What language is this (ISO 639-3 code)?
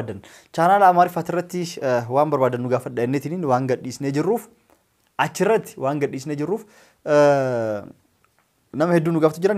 orm